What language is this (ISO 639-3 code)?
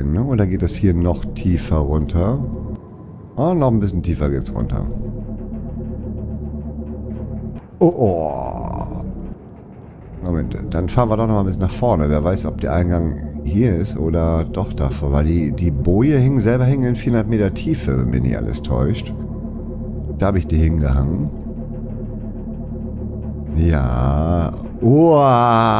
deu